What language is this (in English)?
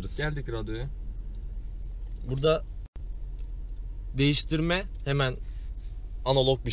Turkish